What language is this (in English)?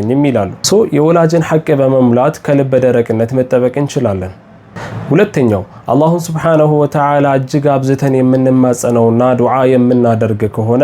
Amharic